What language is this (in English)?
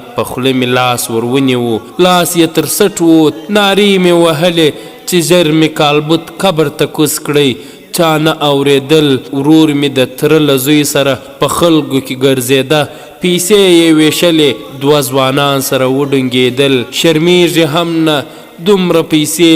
Pashto